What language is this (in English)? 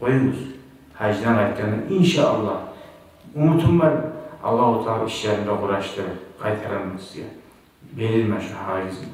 Kumyk